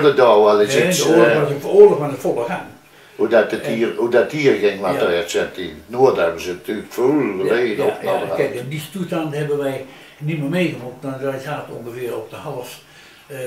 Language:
Dutch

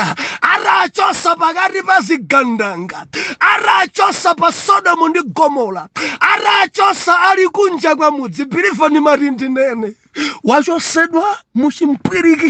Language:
Nyanja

